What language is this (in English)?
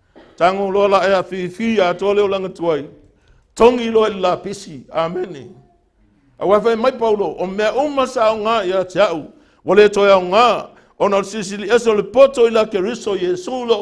Samoan